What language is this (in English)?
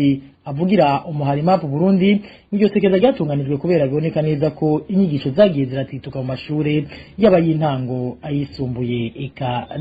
Rundi